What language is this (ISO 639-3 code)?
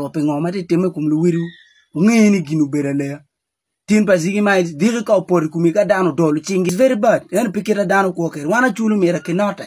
ach